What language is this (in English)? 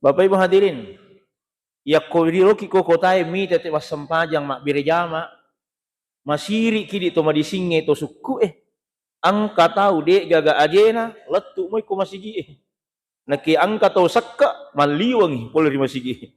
Buginese